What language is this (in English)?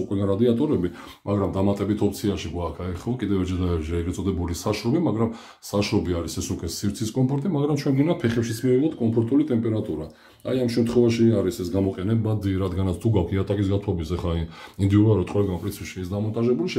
Georgian